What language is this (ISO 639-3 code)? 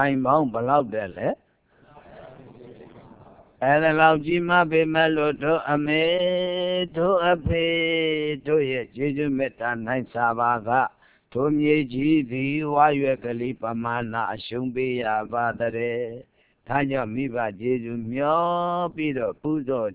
mya